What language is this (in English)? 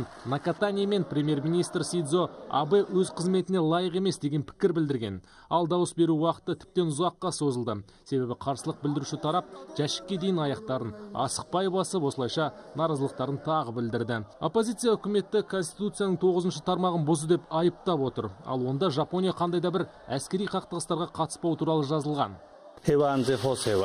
Kazakh